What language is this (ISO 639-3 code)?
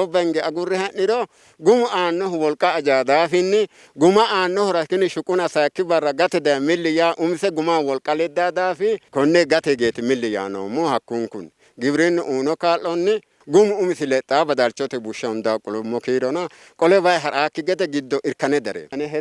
sid